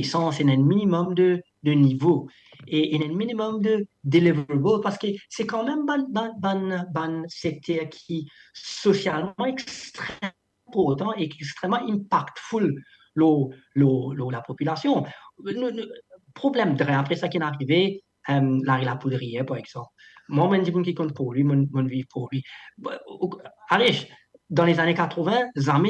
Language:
Morisyen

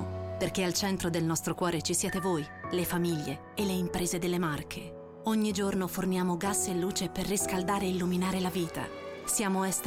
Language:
Italian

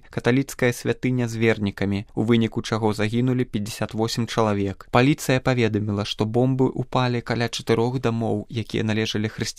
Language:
Belarusian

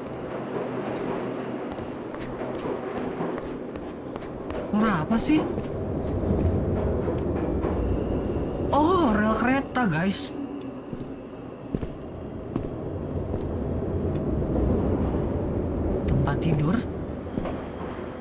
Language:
Indonesian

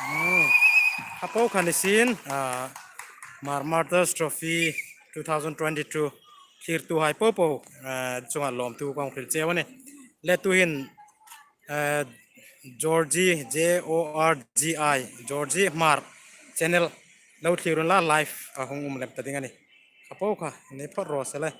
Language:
Hmar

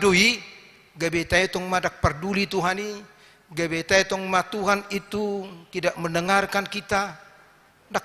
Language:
Batak Toba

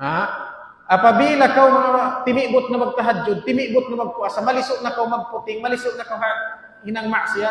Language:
Tausug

